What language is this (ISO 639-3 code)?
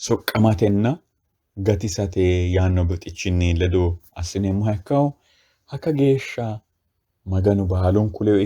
sid